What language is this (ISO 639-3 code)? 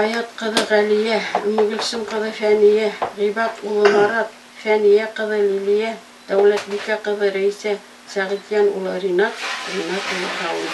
bak